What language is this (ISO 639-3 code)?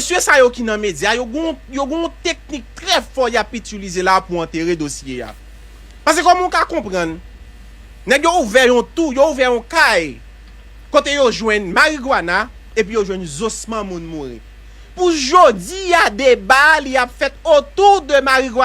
hat